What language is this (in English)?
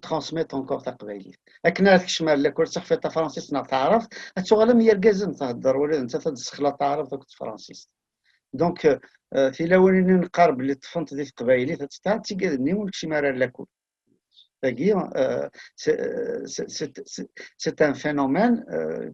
Kabyle